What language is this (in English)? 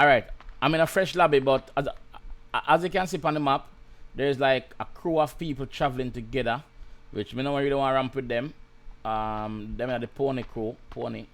Jamaican Creole English